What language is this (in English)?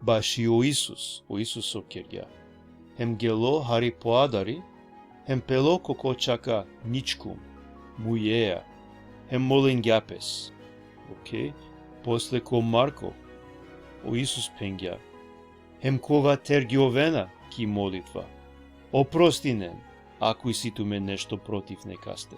Balkan Romani